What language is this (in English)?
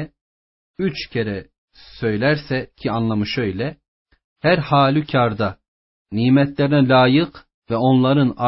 Turkish